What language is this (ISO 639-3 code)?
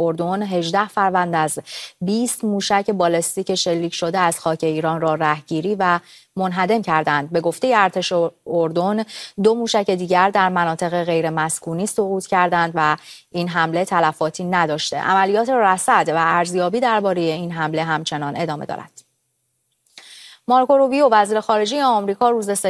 fas